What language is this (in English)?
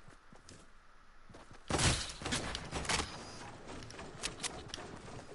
French